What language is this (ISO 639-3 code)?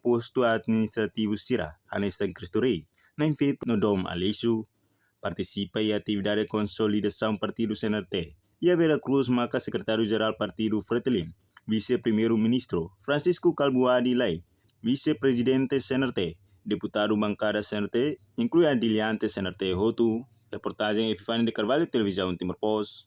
tet